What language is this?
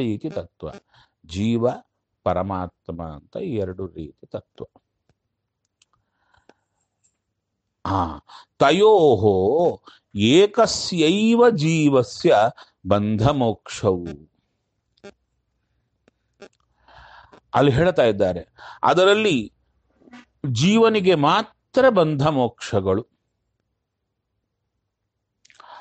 Kannada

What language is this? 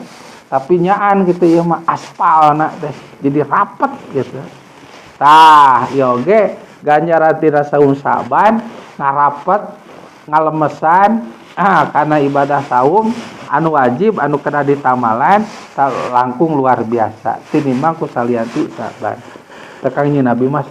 Sundanese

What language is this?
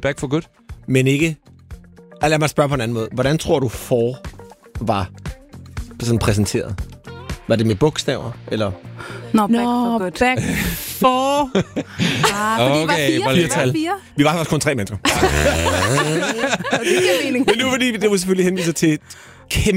Danish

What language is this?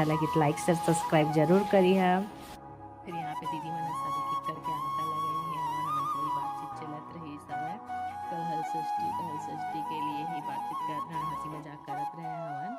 Chhattisgarhi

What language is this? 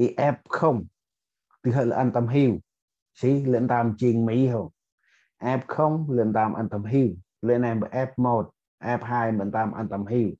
Central Mnong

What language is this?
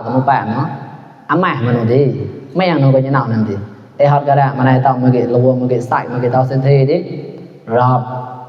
Mon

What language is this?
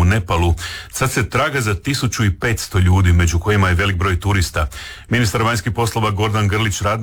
Croatian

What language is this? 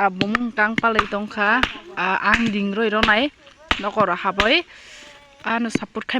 Kok Borok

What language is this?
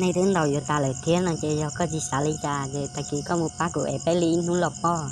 Hmong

